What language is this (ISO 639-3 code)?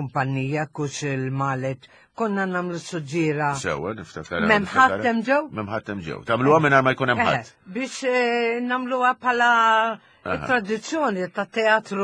mlt